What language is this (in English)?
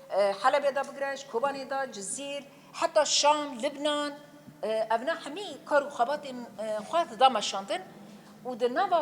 Kurdish